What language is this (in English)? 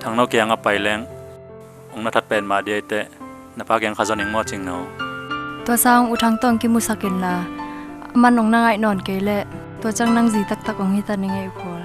Tedim Chin